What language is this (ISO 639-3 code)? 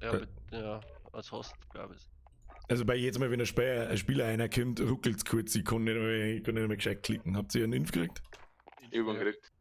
bar